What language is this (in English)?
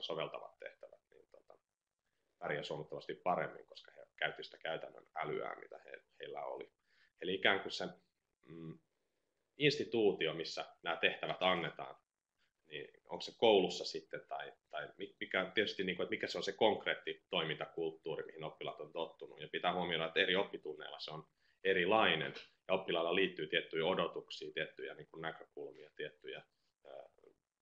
Finnish